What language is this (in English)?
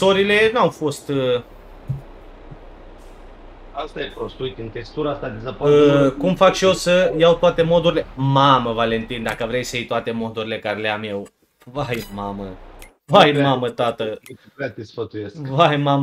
Romanian